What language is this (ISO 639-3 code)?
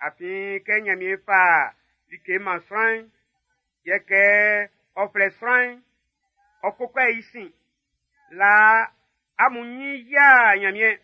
bci